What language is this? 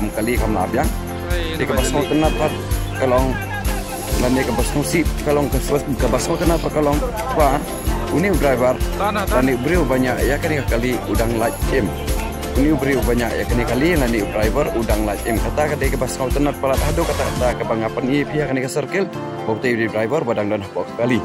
Khasi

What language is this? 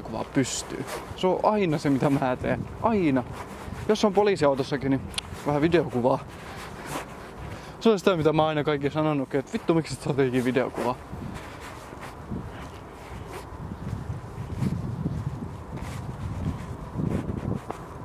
Finnish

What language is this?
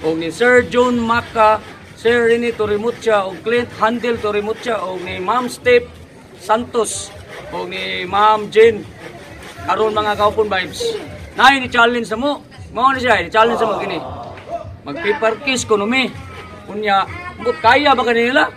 Cebuano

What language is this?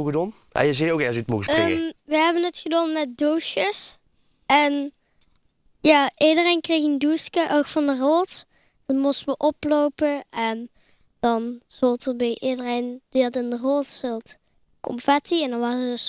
Limburgish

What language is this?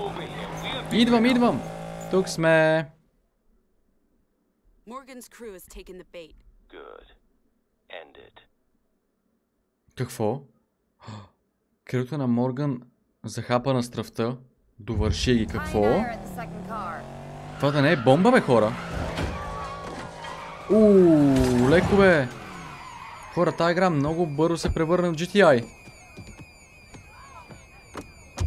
Bulgarian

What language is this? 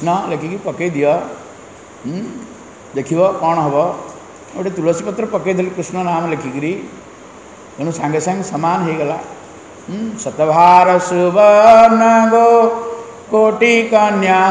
Odia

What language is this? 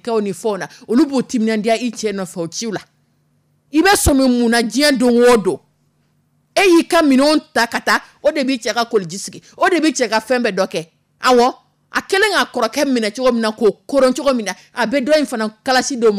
Dyula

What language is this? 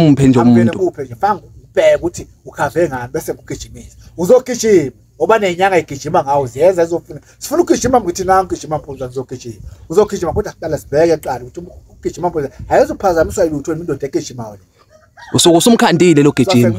Zulu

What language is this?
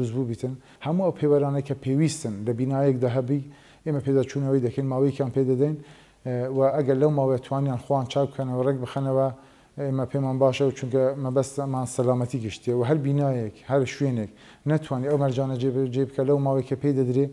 Central Kurdish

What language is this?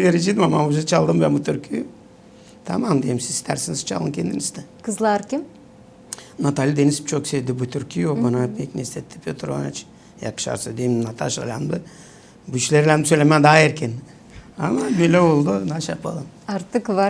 Gagauz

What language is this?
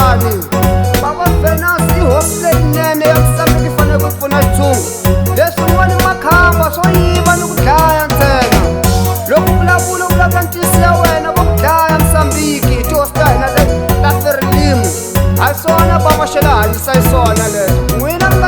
Tsonga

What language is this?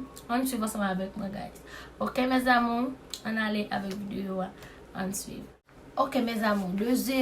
Haitian Creole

